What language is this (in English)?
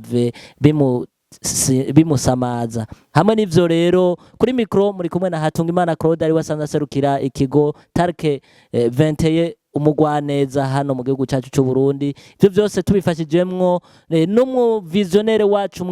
Rundi